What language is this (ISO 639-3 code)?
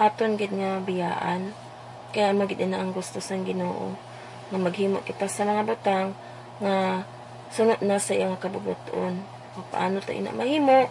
hil